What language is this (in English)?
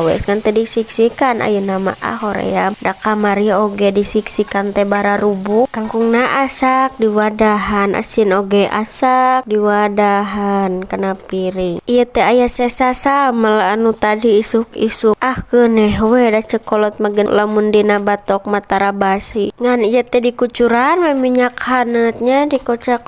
Sundanese